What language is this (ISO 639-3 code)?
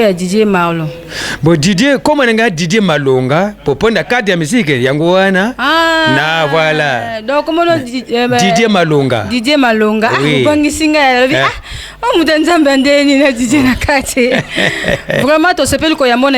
lin